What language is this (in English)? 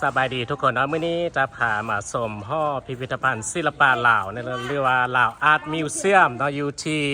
Lao